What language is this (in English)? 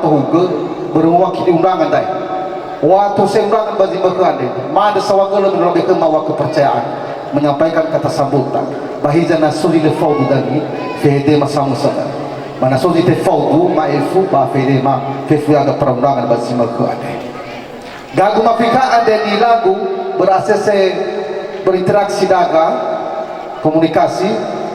Nias